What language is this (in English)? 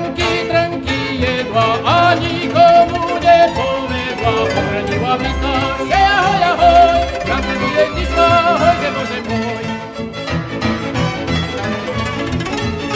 Slovak